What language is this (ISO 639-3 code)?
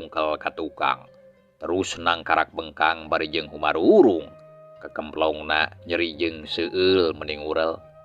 sun